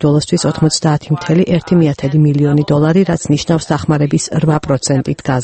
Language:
Georgian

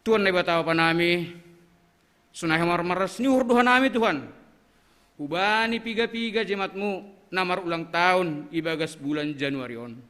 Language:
Batak Simalungun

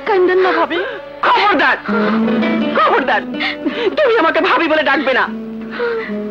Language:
Bangla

